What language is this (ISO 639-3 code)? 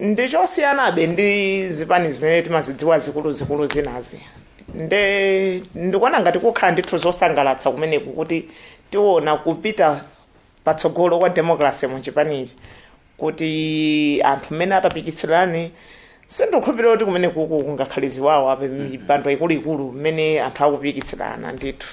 nya